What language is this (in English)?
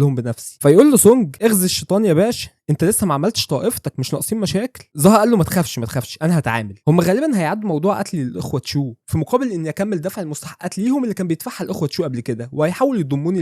Egyptian Arabic